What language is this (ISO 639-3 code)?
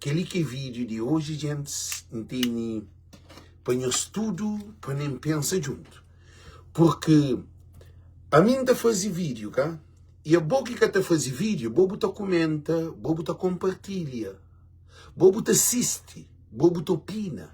kea